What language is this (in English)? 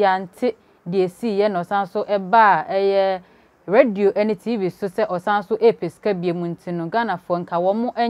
Akan